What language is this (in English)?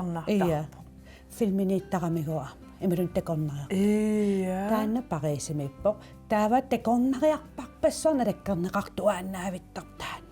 Kalaallisut